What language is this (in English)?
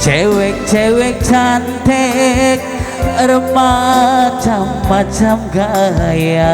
Batak Karo